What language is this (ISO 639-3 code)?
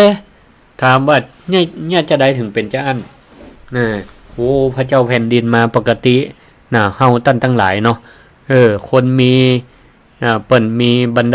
nod